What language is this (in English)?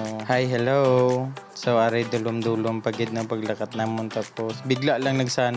Hiligaynon